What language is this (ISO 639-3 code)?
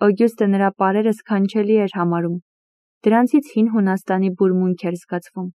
hye